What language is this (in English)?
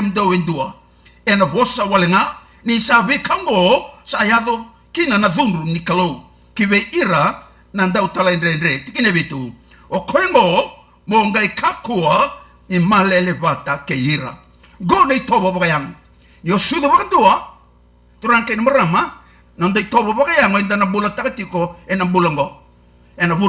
Fijian